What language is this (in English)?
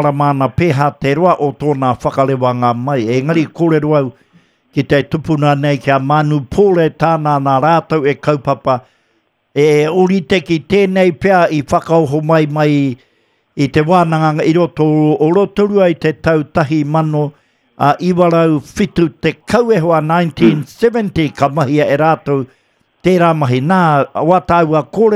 Māori